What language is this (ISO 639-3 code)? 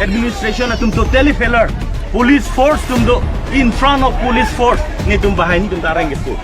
mjw